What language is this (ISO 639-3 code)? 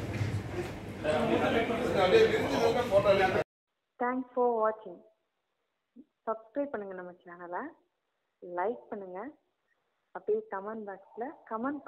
tam